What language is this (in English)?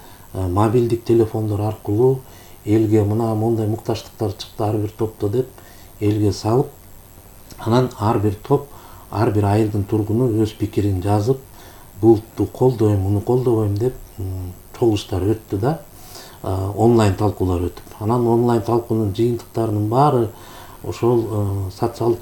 Kyrgyz